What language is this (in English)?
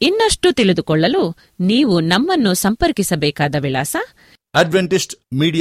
Kannada